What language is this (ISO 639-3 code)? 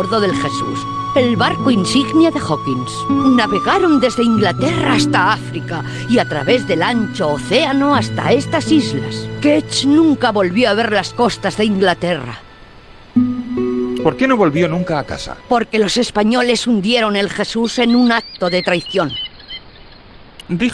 spa